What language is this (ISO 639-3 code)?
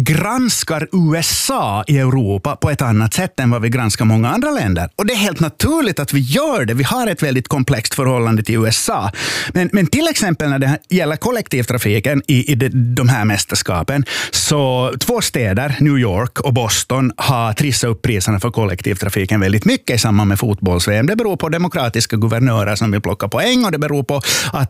swe